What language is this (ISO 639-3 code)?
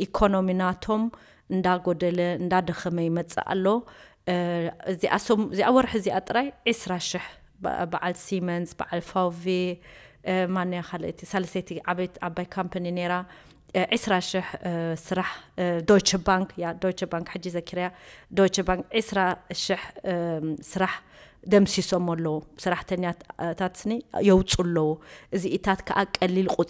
tir